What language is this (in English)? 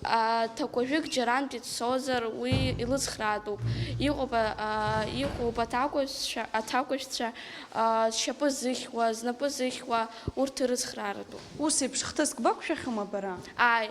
Abkhazian